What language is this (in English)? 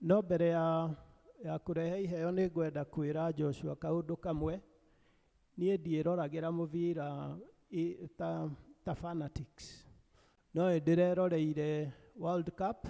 Kikuyu